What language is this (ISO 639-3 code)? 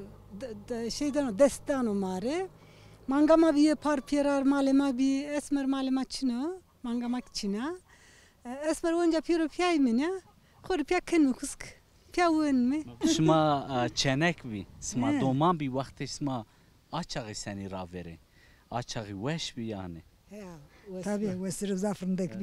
zza